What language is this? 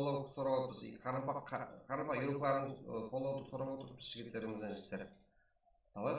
Kara-Kalpak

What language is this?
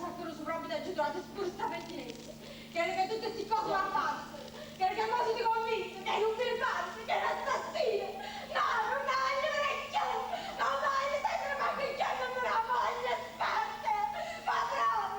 Neapolitan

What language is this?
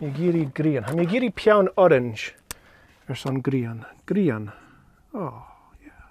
Scottish Gaelic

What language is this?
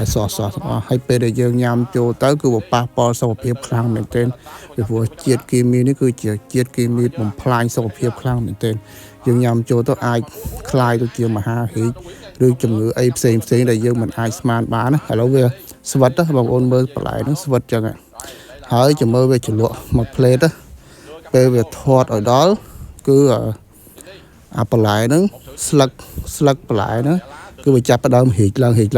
Khmer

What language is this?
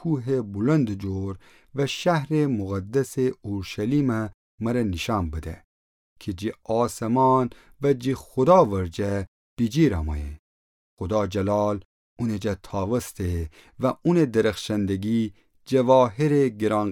Gilaki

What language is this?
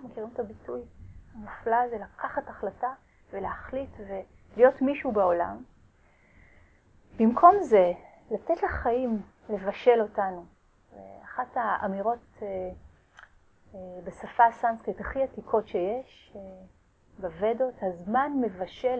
Hebrew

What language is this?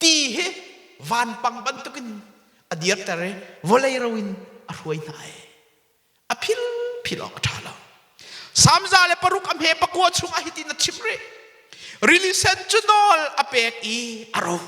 Hakha Chin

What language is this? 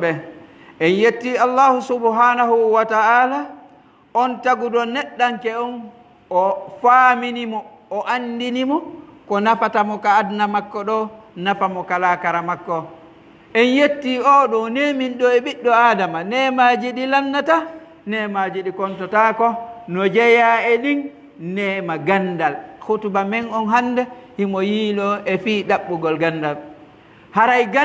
Pular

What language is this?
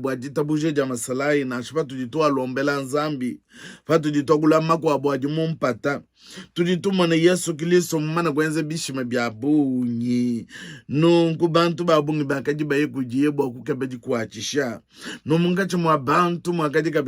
Luba-Lulua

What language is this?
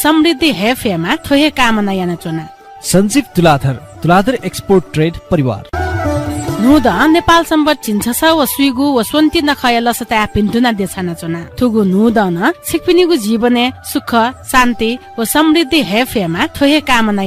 Newari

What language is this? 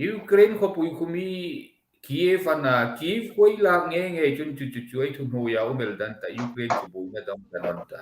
Hmar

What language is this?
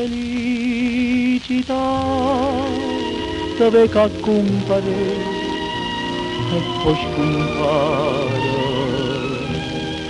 Italian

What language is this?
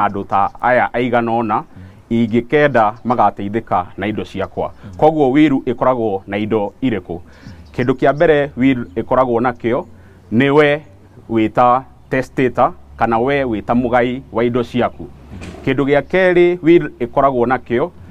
Kikuyu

